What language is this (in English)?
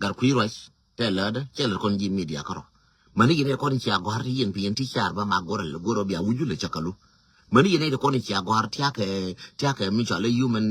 Nuer